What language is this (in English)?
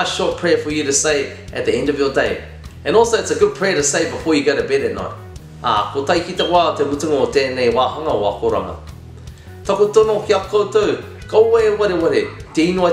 Māori